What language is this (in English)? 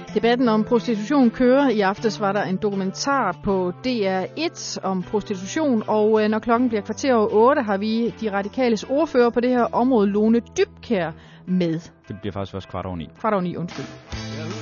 Danish